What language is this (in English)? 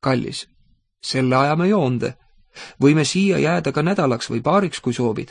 Estonian